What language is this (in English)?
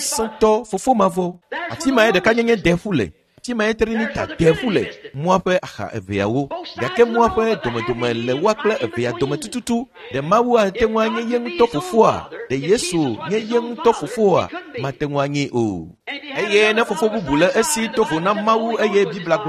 Ewe